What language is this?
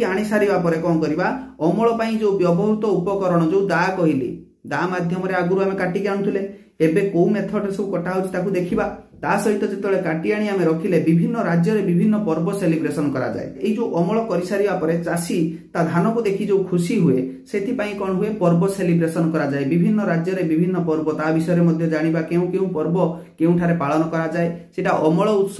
Odia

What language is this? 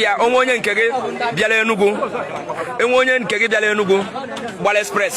Igbo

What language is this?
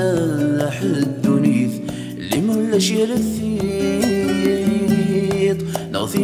Kabyle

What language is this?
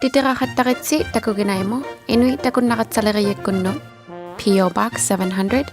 Inuktitut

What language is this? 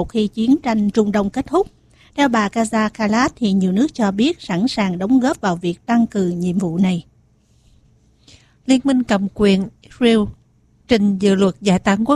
Vietnamese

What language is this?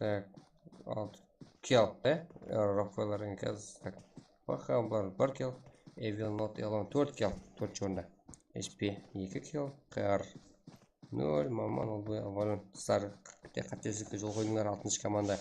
Kara-Kalpak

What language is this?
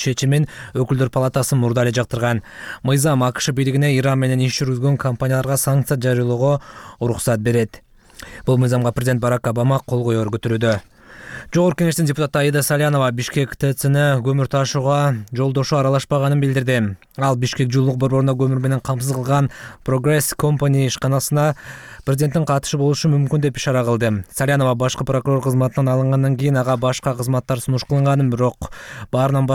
Kyrgyz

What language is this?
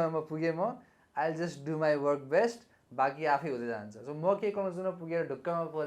Nepali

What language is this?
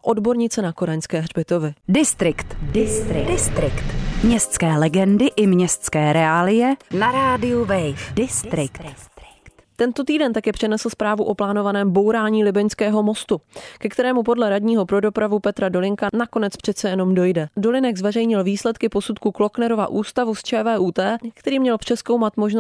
Czech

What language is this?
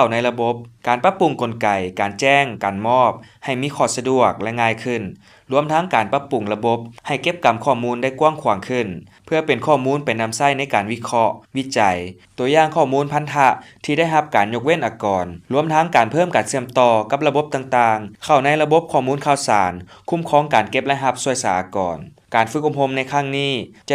Lao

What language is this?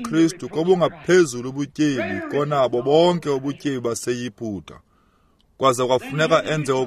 Xhosa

